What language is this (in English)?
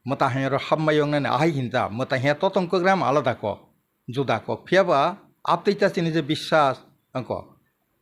Kok Borok